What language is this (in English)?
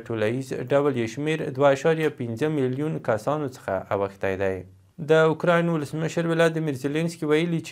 Pashto